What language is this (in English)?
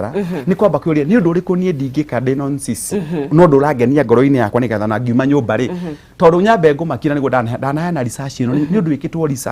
Kikuyu